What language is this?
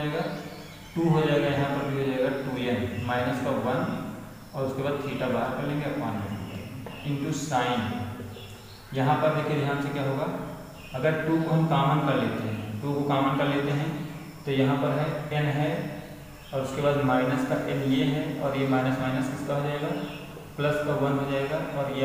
Hindi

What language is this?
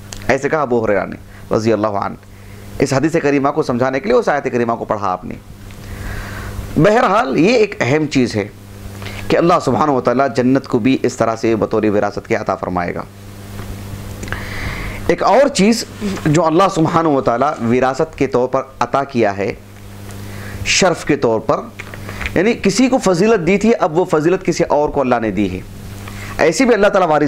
Urdu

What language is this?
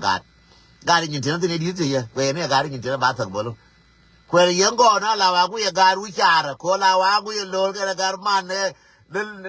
Nuer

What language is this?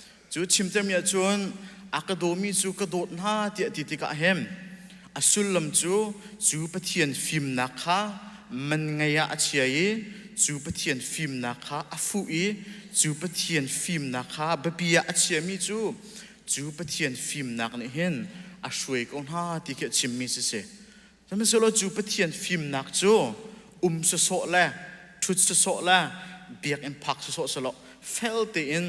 Hakha Chin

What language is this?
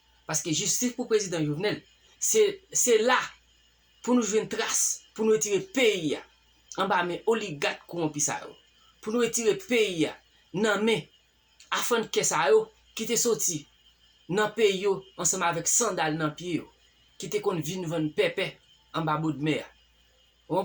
Haitian Creole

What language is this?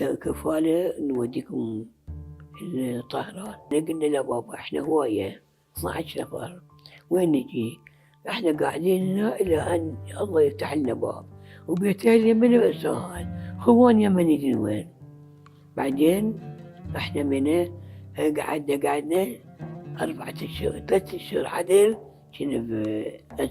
Mesopotamian Arabic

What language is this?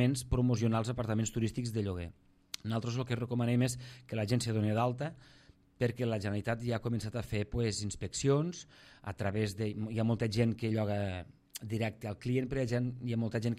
Catalan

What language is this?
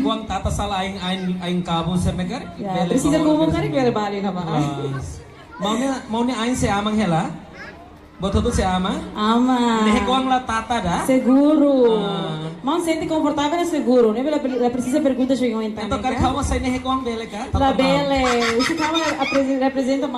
Tetum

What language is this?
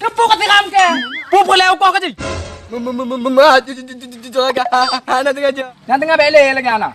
Achinese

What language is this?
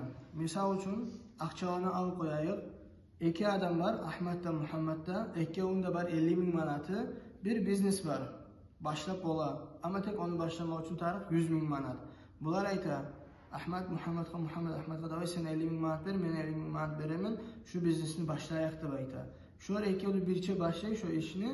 Kumyk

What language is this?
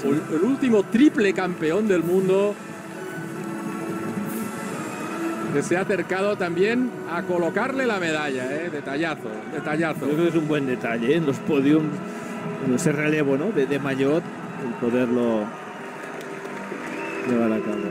Spanish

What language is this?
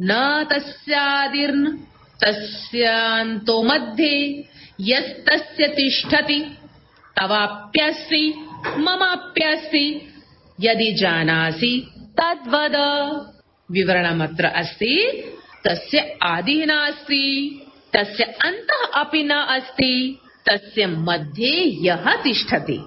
Sanskrit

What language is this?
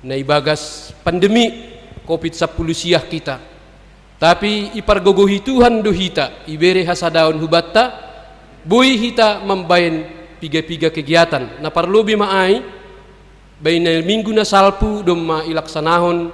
Batak Simalungun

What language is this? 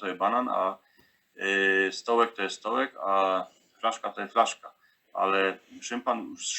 Silesian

